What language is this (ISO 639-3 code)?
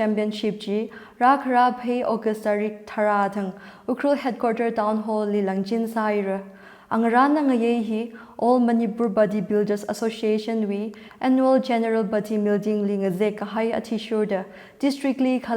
nmf